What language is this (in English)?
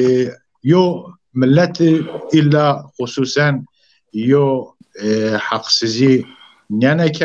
Zaza